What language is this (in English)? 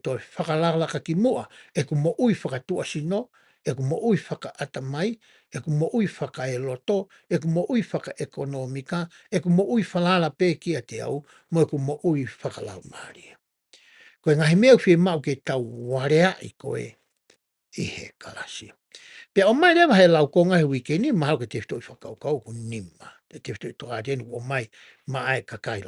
Tongan